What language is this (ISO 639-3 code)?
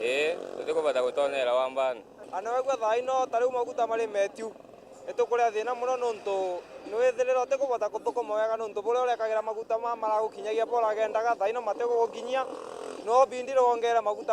mer